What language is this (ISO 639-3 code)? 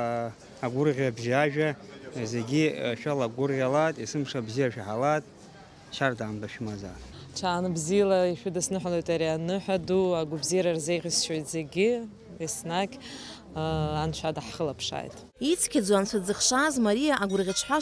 abk